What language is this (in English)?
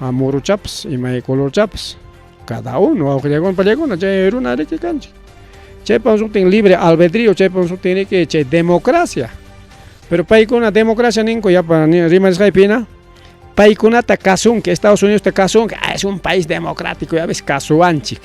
Ayacucho Quechua